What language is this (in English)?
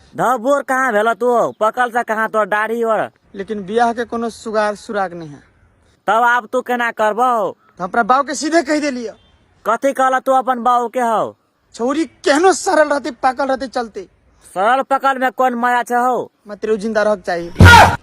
Maithili